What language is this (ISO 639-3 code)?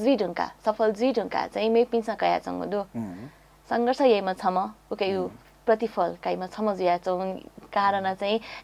new